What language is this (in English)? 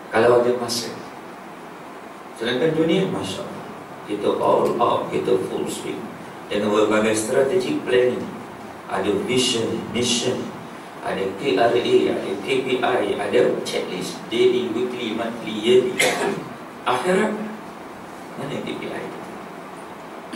Malay